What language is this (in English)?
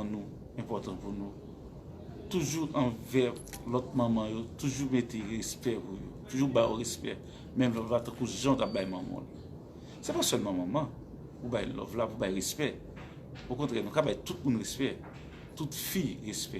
Haitian Creole